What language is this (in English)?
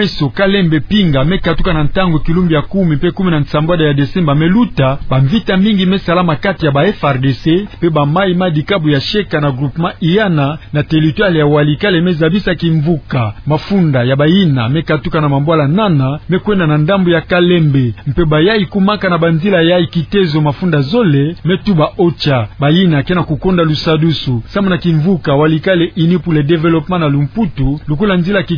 Kituba (Democratic Republic of Congo)